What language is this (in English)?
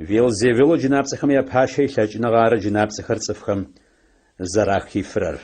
Adyghe